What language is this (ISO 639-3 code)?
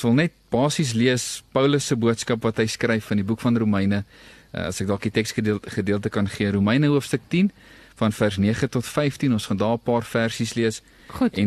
afr